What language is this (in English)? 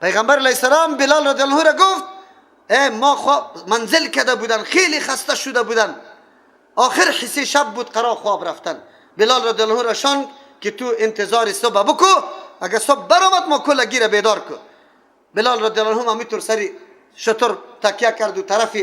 Persian